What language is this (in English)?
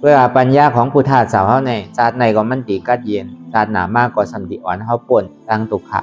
Shan